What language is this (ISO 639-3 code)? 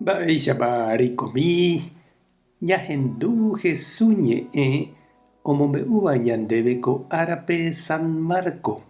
grn